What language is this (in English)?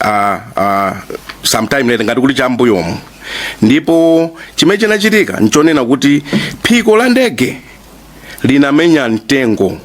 Nyanja